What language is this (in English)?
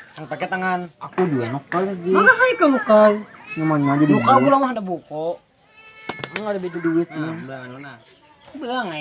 Banjar